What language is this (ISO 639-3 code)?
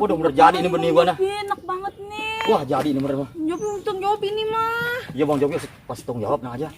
bew